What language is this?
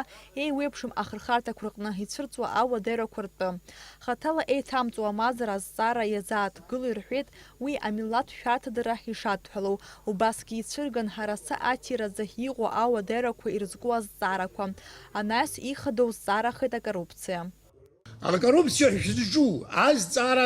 Abkhazian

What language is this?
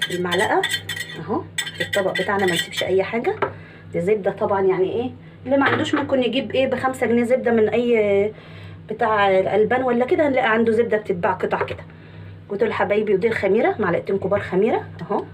Egyptian Arabic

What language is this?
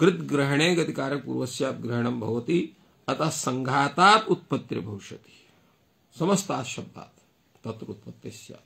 Sanskrit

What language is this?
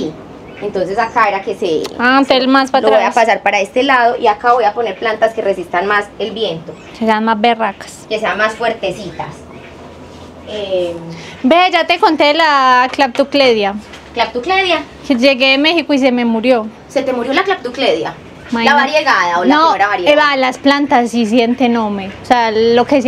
Spanish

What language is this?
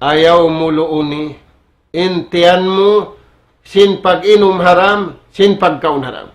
Tausug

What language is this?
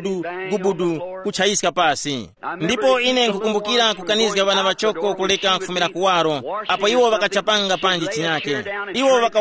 Tumbuka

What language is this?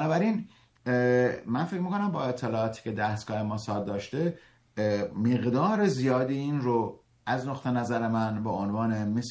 Persian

